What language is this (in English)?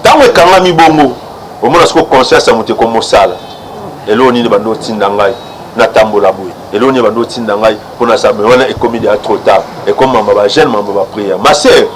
Lingala